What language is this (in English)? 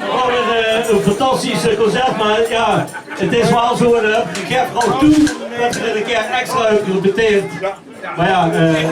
Limburgish